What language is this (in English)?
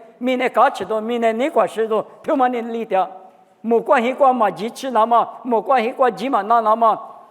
Lisu